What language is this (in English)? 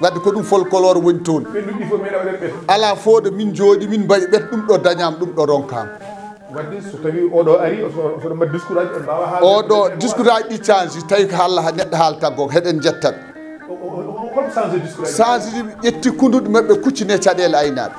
Fula